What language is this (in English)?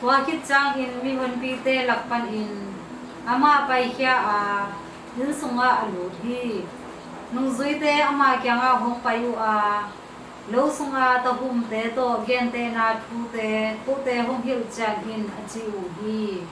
Tedim Chin